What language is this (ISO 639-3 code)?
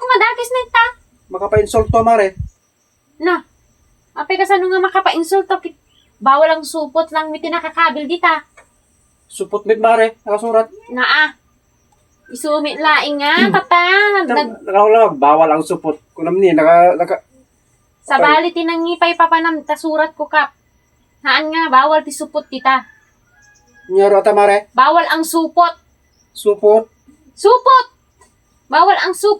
ilo